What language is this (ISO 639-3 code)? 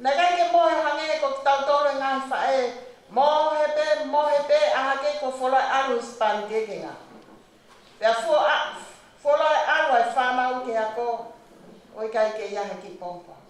ton